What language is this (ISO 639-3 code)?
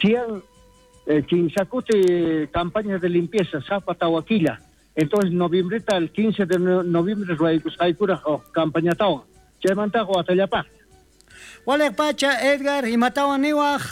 quh